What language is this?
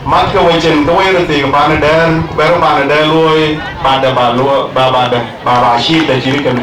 Dinka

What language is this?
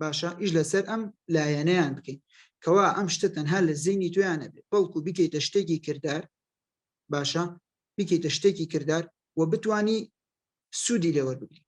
Central Kurdish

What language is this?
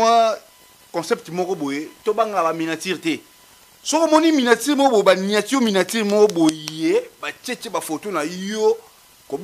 Lingala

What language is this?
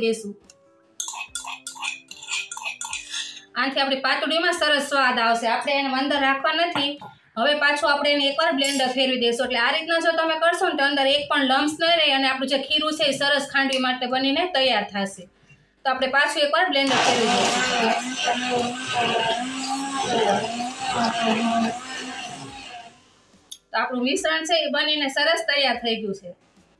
Gujarati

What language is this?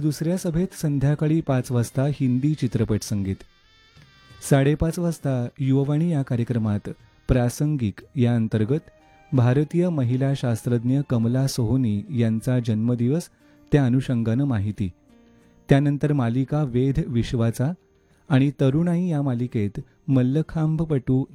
Marathi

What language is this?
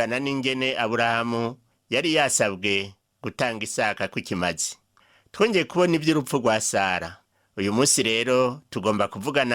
Rundi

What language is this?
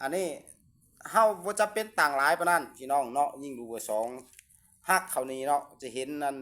Lao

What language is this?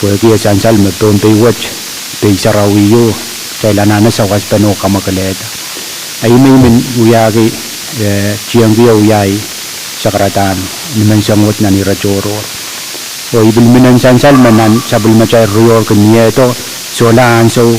Pohnpeian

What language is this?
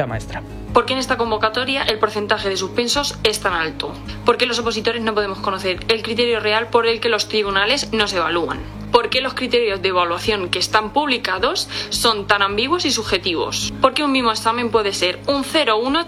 Spanish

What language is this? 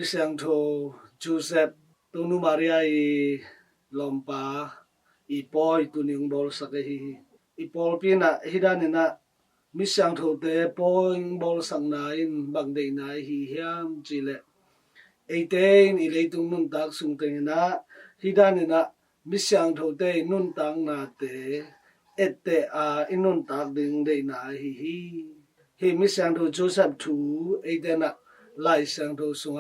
Tedim Chin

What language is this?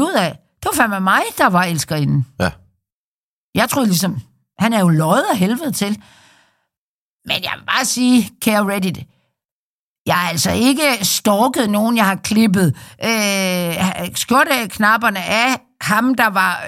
Danish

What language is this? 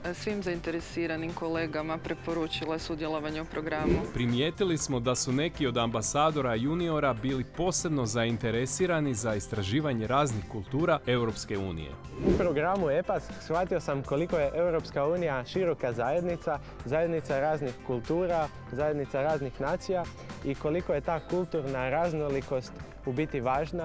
Croatian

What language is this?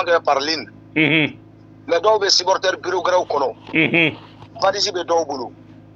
Bambara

